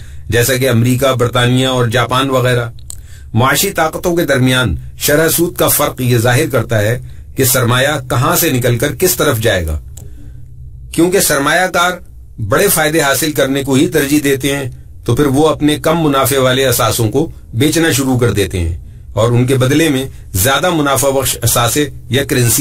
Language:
Urdu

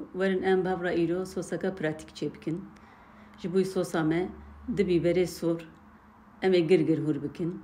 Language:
Kurdish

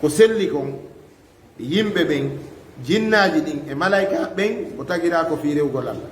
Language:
Fula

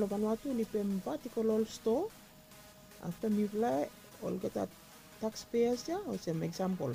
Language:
Bislama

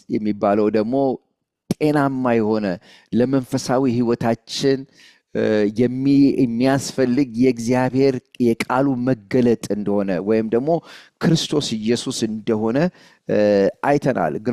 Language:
Amharic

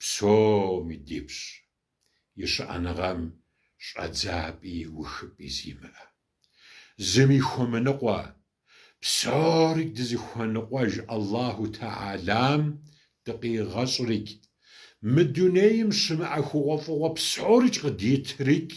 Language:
Kabardian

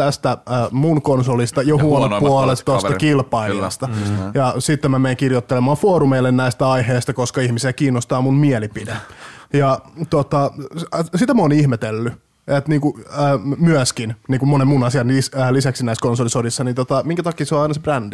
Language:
Finnish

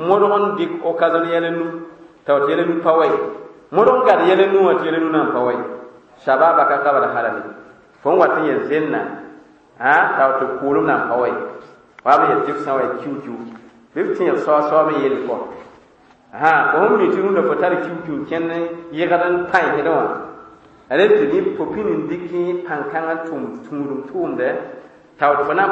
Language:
Mossi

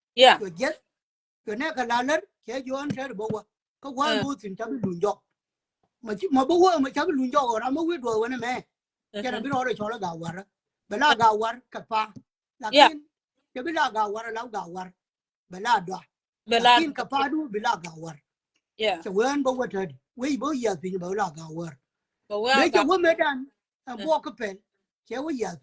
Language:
Nuer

